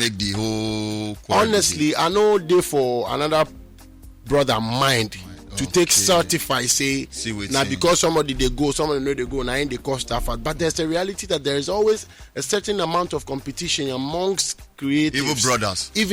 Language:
Nigerian Pidgin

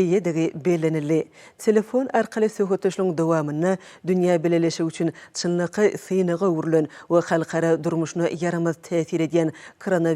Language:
Turkmen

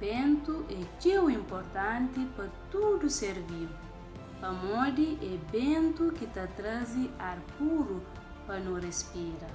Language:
Kabuverdianu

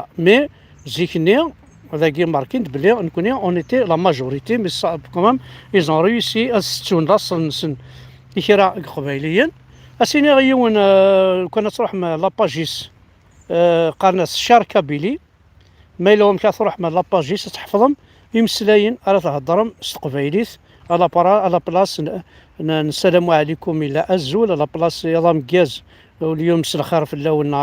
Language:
Kabyle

